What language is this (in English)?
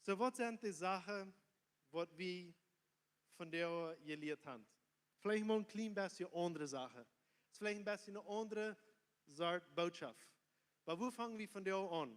Plautdietsch